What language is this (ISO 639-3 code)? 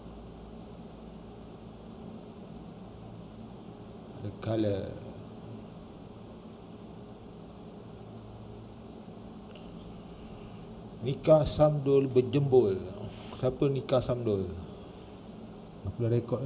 msa